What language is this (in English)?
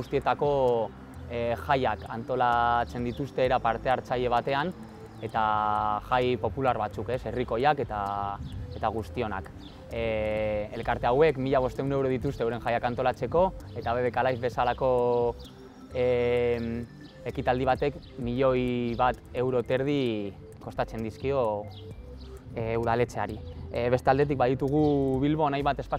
Basque